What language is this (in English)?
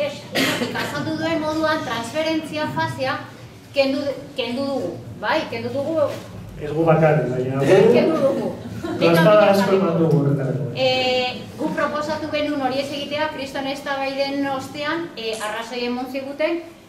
Basque